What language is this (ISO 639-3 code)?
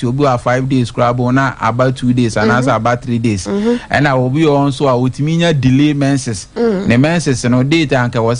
aka